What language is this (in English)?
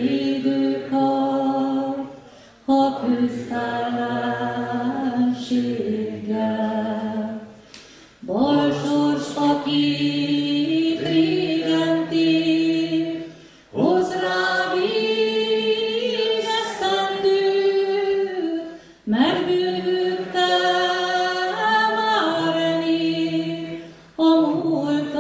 Hungarian